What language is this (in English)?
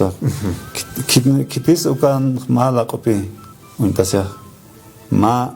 Aymara